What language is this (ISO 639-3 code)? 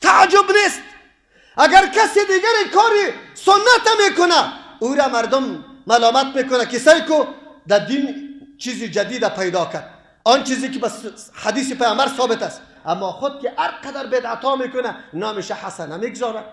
fas